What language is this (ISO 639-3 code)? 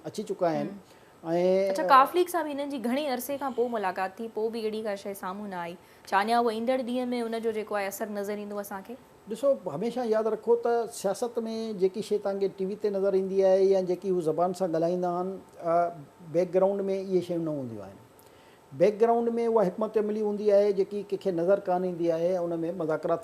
snd